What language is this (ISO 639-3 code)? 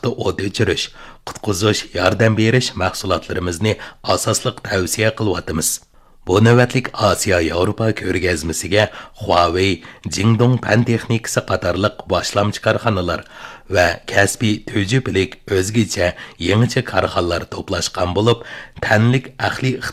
uig